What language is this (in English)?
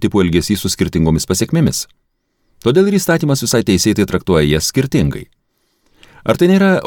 Lithuanian